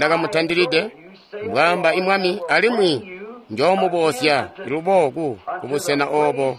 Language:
Tonga (Zambia)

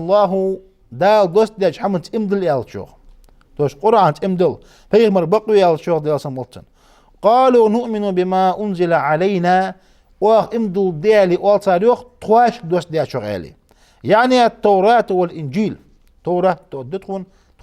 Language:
Ingush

